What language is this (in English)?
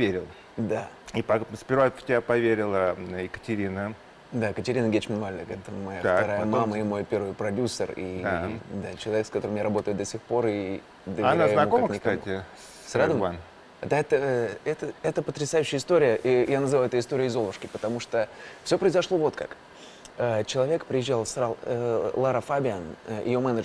Russian